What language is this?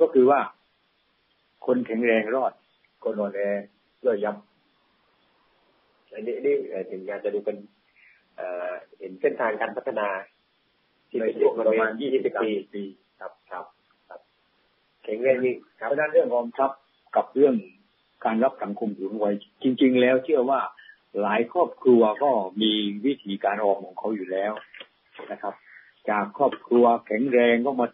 Thai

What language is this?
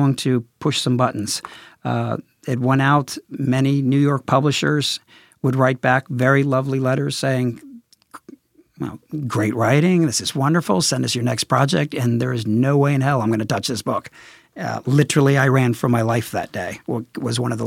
English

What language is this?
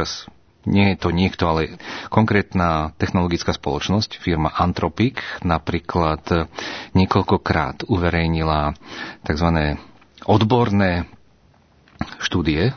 Slovak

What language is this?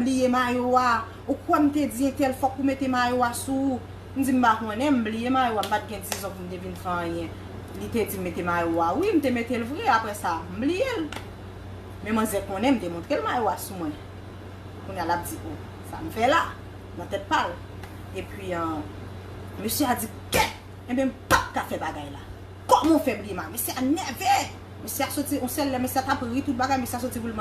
Haitian Creole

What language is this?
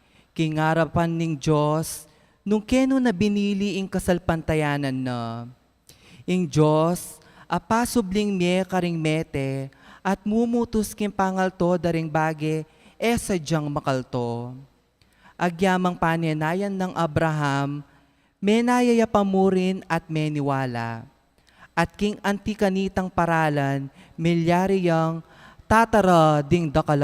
Pampanga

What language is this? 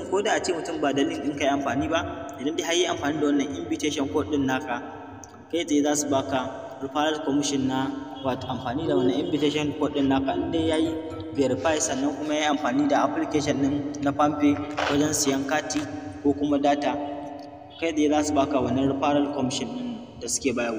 Hausa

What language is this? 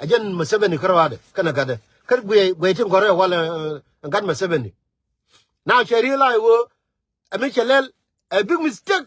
Nuer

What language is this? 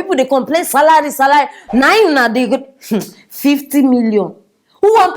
Nigerian Pidgin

